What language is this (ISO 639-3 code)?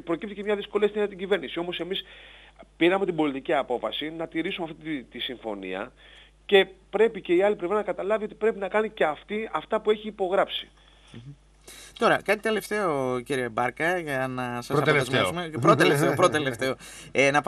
ell